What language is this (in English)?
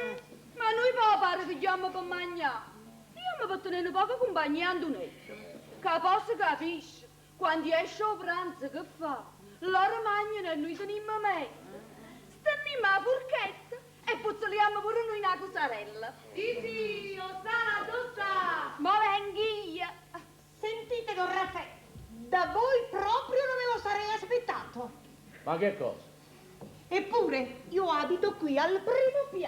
Neapolitan